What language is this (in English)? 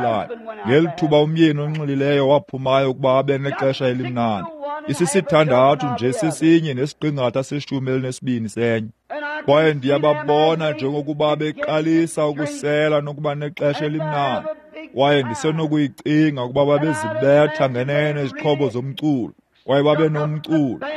Xhosa